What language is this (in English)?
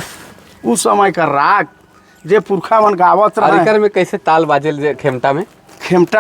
Sadri